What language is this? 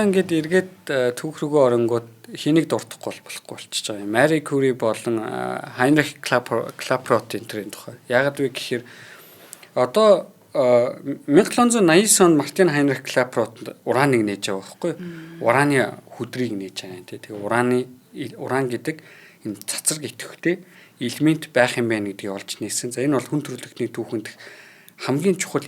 Mongolian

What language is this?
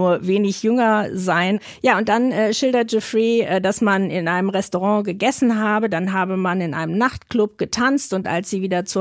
German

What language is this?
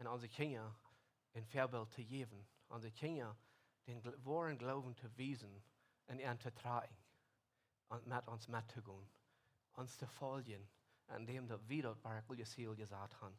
Plautdietsch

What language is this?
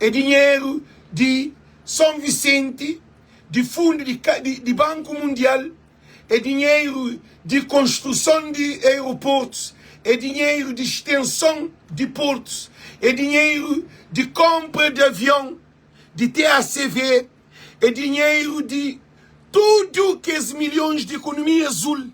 Kabuverdianu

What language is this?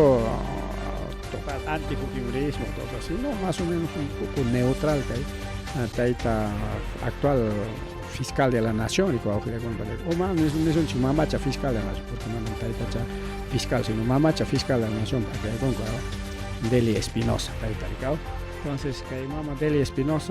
Ayacucho Quechua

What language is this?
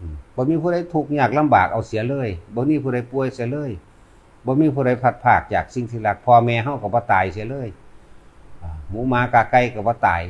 Northeastern Thai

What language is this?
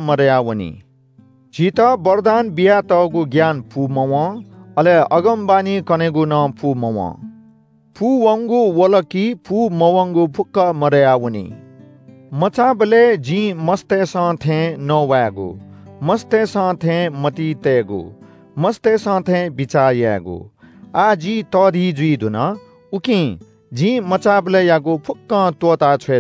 Newari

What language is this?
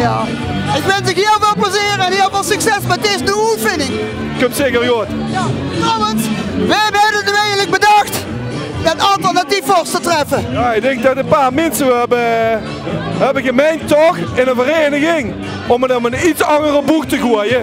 Limburgish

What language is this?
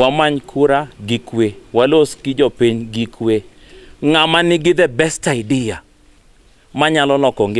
Luo (Kenya and Tanzania)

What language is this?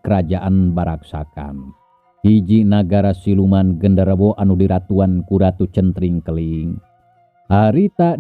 Sundanese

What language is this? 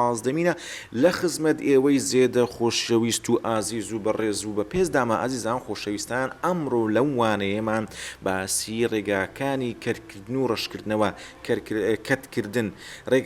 Central Kurdish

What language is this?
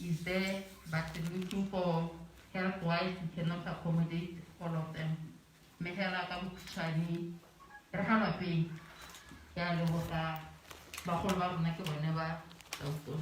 Tswana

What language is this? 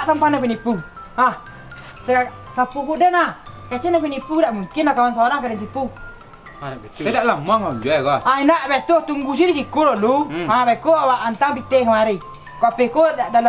Minangkabau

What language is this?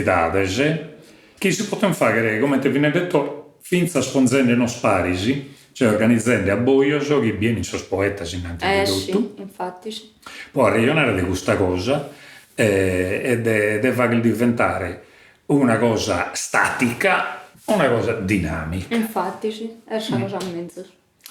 Sardinian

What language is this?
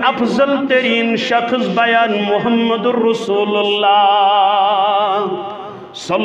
Kashmiri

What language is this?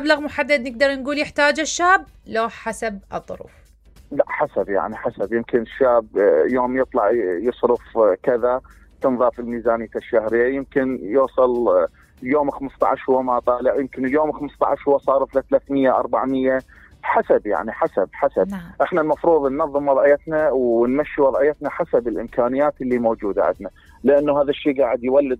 Mesopotamian Arabic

